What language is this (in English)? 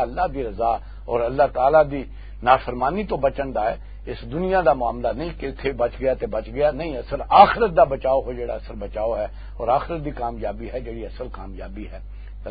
Western Panjabi